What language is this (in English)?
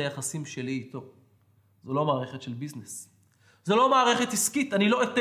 Hebrew